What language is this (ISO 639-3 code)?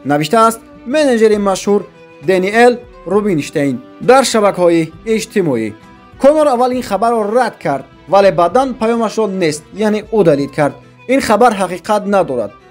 tgk